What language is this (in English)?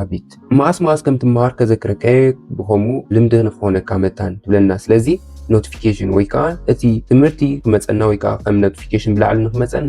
Tigrinya